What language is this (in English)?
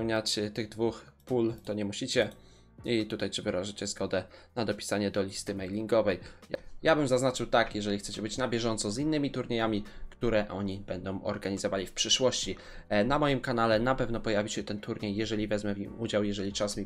Polish